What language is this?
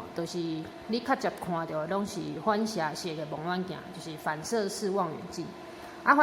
Min Nan Chinese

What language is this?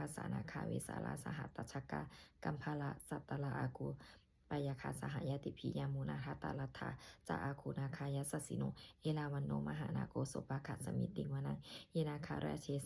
Pali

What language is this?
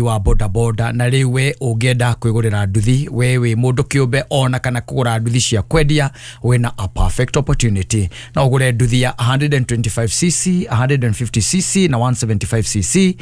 Kikuyu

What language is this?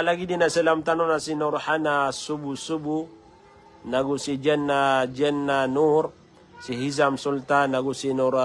Maranao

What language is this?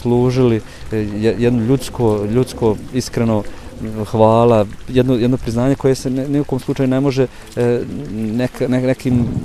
Bosnian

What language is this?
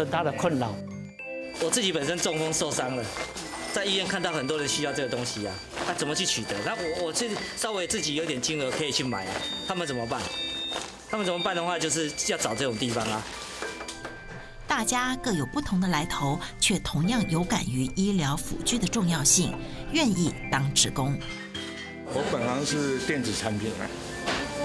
Chinese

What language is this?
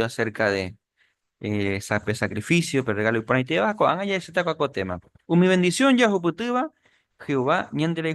Guarani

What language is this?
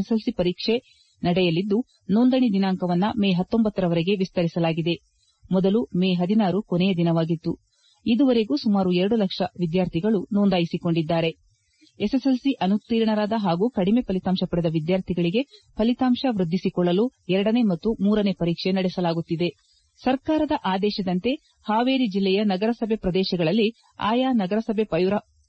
Kannada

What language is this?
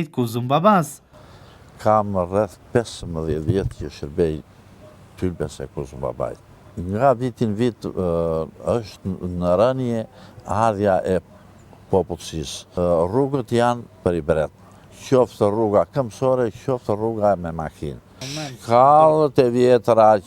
Albanian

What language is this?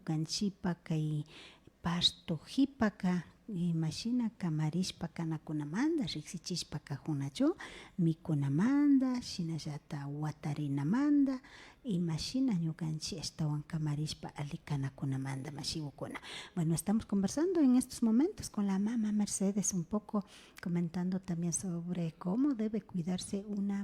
Imbabura Highland Quichua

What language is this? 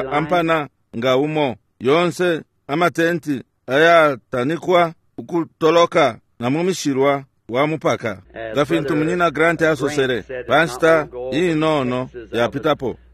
Bemba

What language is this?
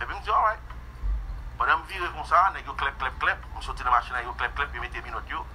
Haitian Creole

